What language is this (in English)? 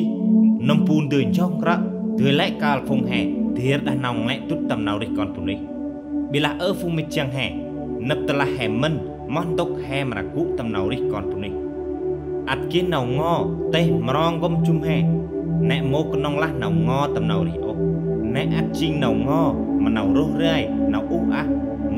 Central Mnong